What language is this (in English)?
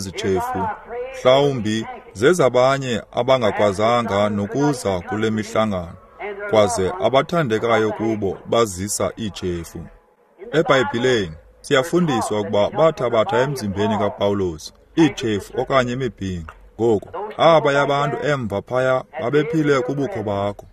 Xhosa